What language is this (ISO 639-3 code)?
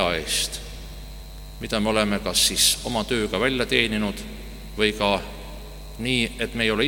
est